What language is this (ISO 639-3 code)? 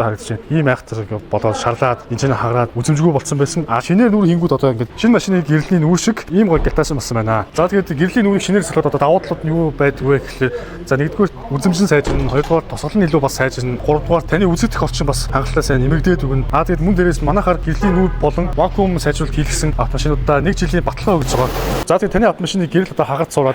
mon